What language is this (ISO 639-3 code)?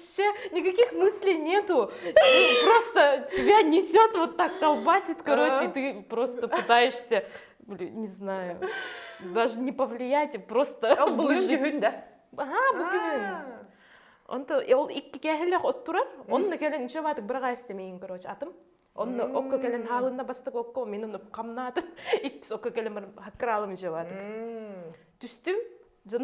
sah